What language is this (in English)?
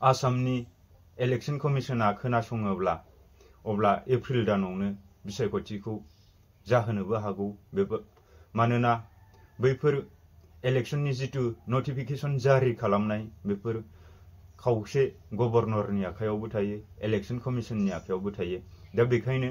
Bodo